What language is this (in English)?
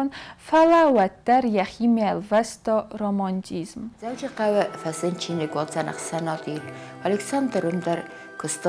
Ossetic